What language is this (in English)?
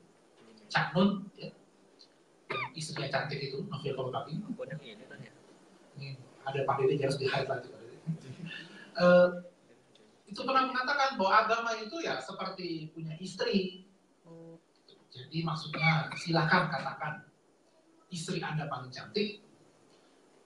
Indonesian